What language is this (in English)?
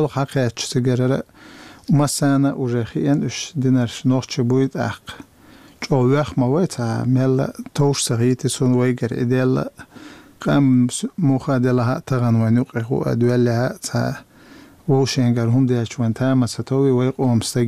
Chechen